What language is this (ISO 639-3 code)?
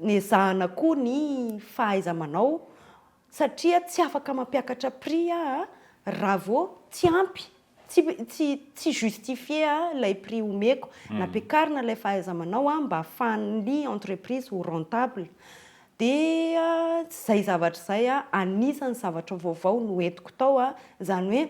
mlg